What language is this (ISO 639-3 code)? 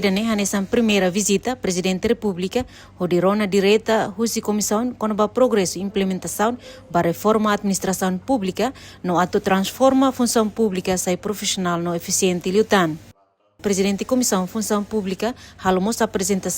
tet